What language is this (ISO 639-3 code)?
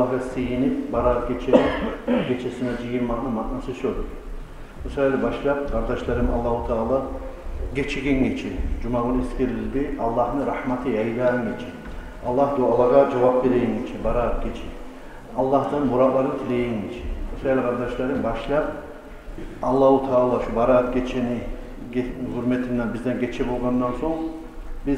kum